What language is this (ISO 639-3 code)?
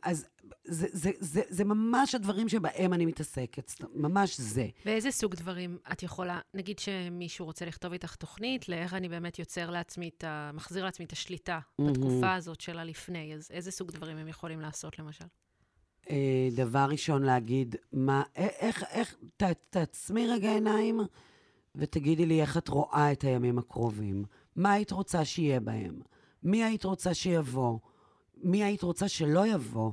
heb